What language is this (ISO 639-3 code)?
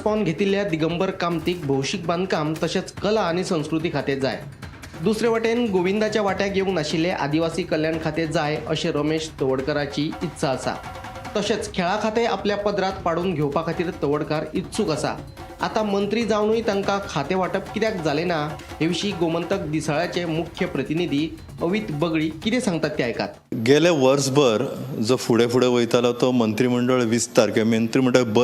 kok